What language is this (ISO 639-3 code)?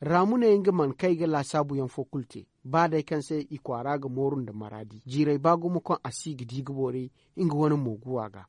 dje